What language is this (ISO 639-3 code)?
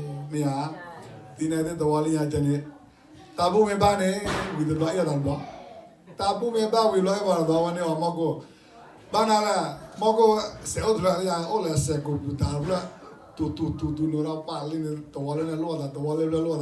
ksw